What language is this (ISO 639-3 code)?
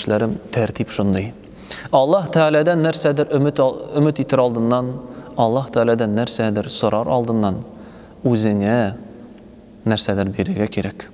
tat